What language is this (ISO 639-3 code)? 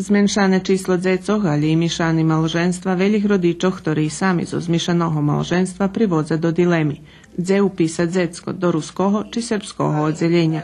rue